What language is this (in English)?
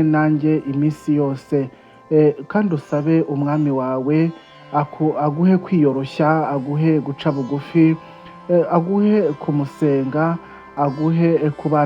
Kinyarwanda